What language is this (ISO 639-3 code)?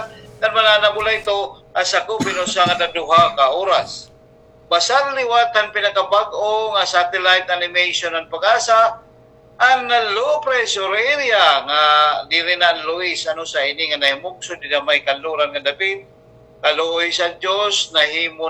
war